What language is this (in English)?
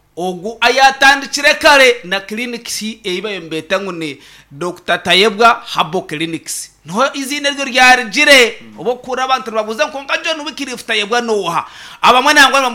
Nyankole